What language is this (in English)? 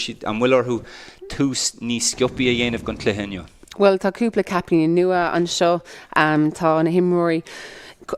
Irish